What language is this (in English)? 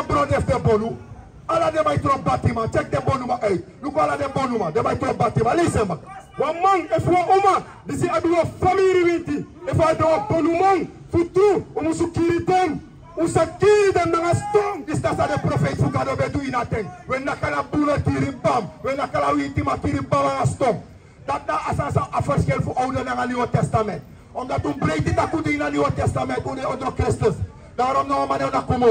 Sranan Tongo